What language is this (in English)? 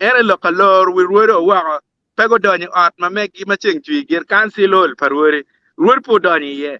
Acoli